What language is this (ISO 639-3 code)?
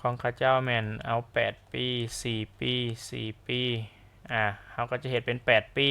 lao